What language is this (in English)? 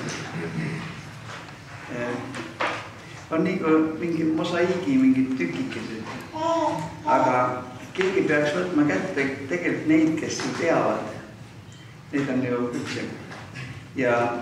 Estonian